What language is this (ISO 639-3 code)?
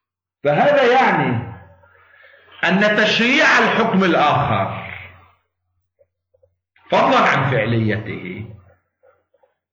ara